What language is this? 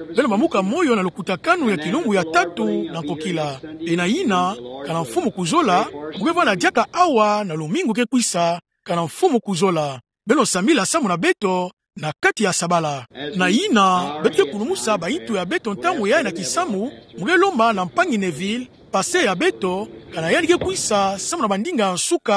Kituba (Democratic Republic of Congo)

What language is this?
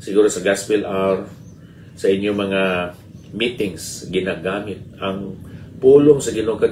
Hiligaynon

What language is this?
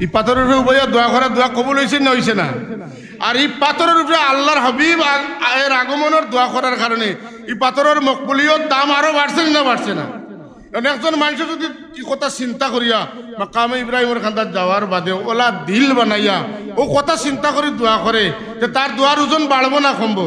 Sylheti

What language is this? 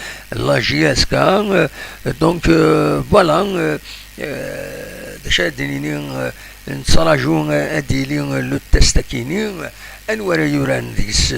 Kabyle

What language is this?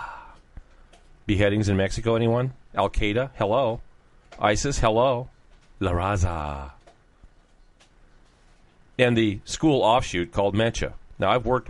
English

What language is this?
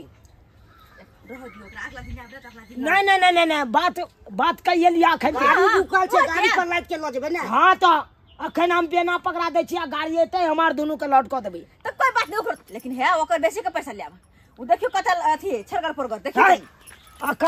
Maithili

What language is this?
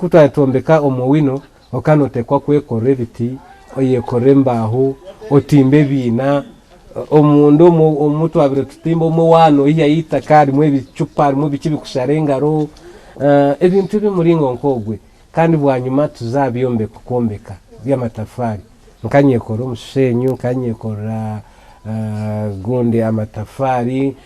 Nyankole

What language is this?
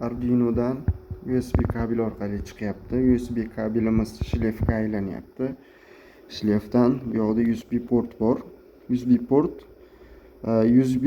Uzbek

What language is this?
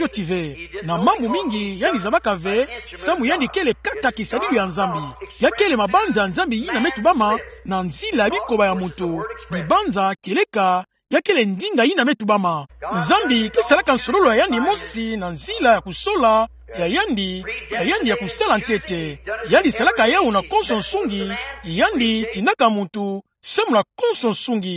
Kituba (Democratic Republic of Congo)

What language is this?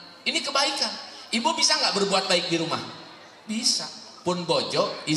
Sundanese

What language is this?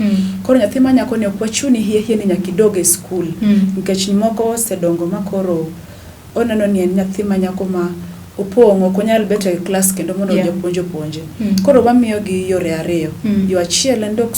Luo (Kenya and Tanzania)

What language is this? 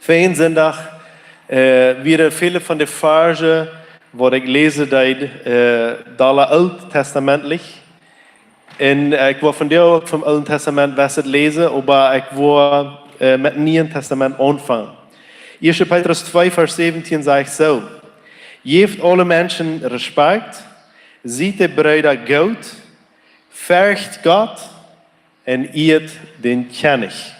Plautdietsch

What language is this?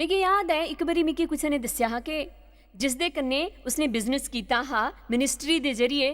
Dogri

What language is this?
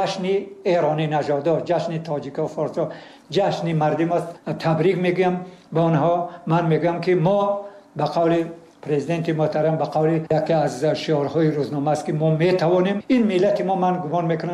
Tajik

